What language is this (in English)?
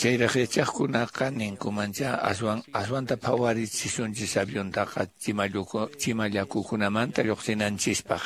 Quechua